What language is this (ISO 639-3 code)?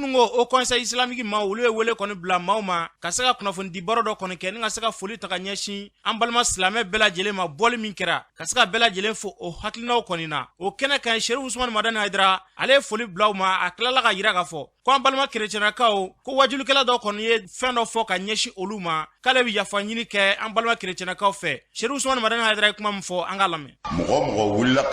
bam